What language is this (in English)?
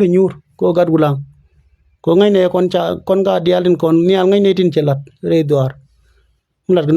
Nuer